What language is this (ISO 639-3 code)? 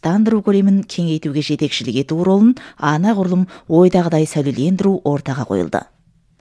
kaz